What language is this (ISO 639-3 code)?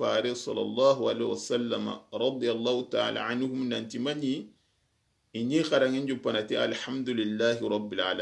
snk